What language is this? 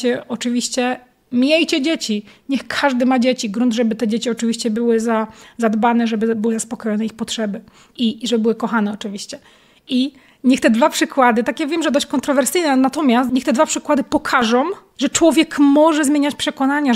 Polish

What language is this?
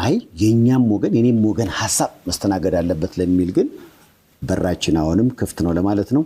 Amharic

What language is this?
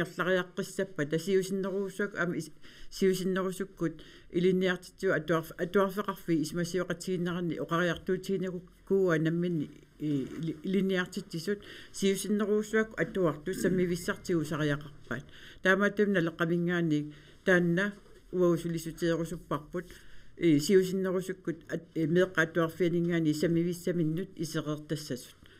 Kalaallisut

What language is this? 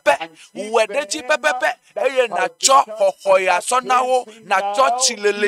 Ewe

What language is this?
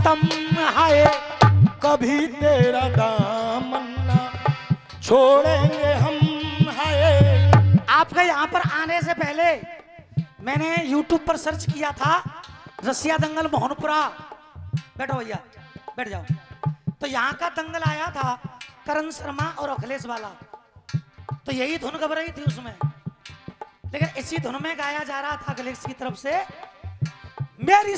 Hindi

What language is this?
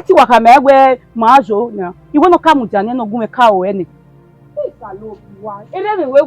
Bini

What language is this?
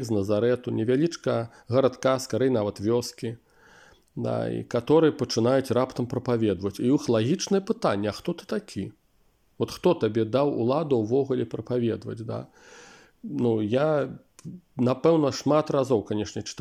Belarusian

